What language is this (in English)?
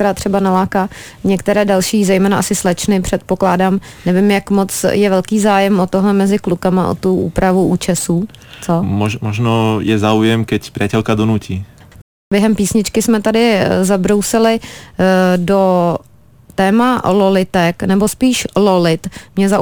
Czech